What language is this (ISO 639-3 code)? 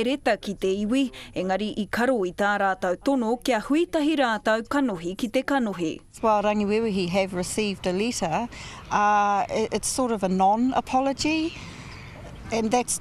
mri